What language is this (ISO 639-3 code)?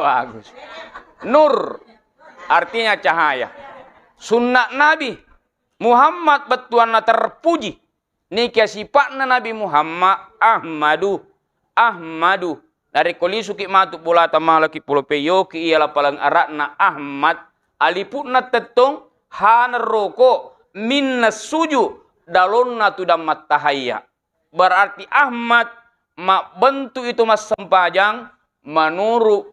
bug